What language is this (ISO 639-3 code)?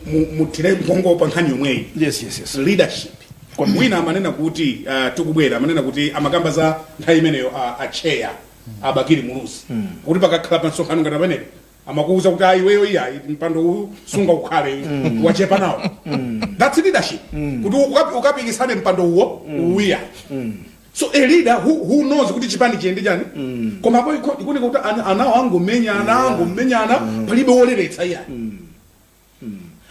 nya